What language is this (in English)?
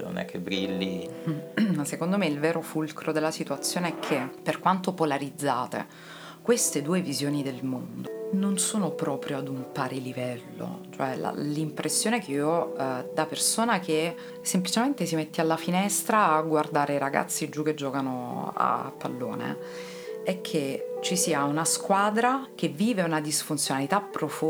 Italian